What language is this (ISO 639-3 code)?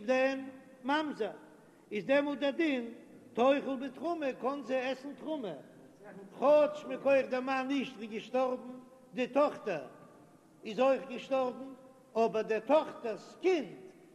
yid